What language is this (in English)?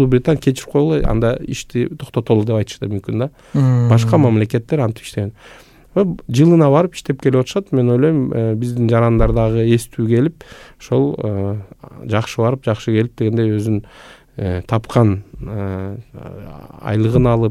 Kyrgyz